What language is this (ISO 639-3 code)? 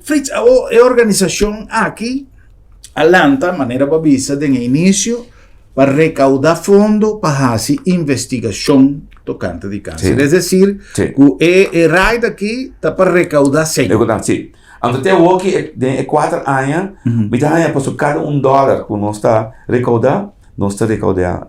pap